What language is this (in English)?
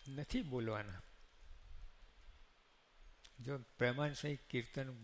Gujarati